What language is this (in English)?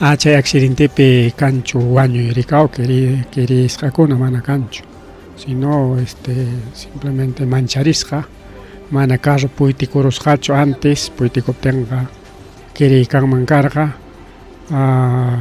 Ayacucho Quechua